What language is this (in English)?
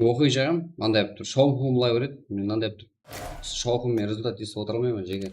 Kara-Kalpak